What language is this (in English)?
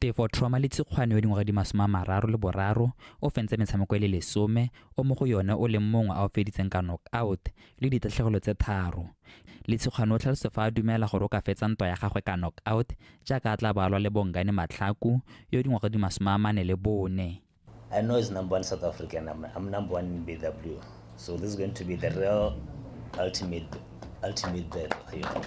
Tswana